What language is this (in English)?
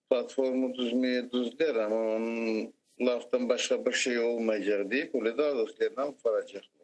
Crimean Tatar